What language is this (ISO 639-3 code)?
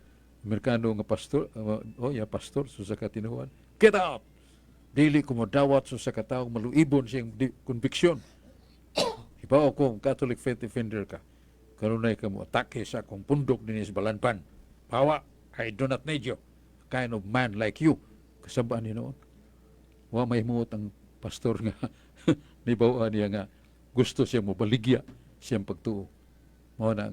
ceb